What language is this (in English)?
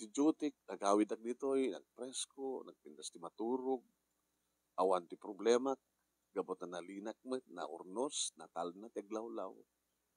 Iloko